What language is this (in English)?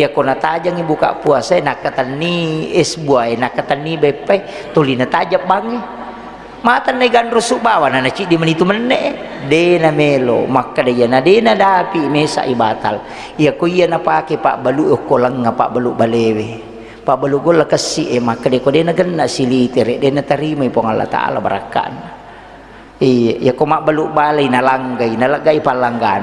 Buginese